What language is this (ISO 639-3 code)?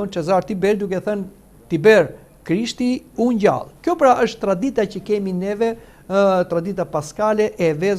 sqi